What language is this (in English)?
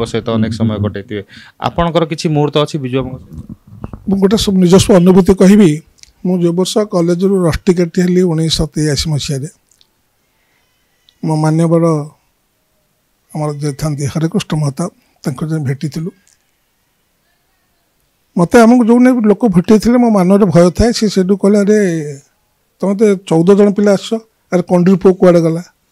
Odia